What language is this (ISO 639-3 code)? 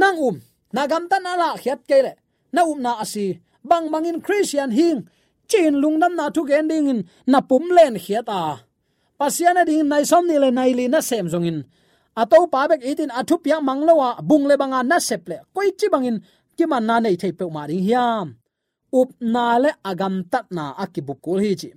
ctd